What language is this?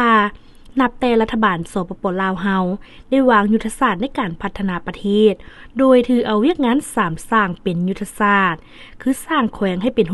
Lao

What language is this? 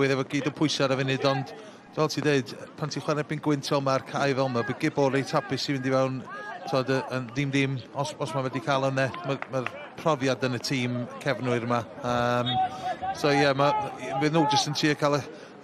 Welsh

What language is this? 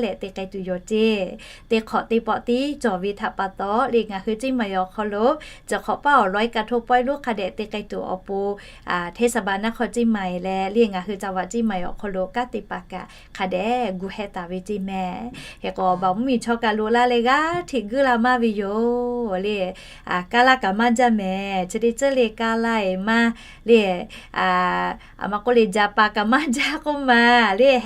Lahu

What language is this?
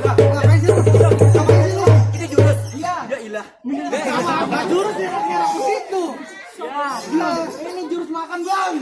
Betawi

